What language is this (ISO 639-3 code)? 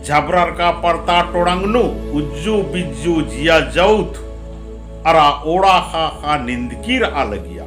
kru